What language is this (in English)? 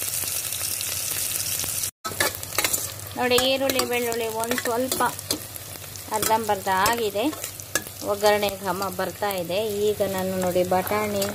Kannada